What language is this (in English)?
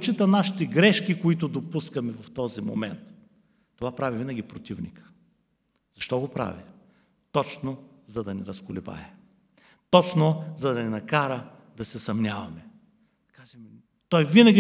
Bulgarian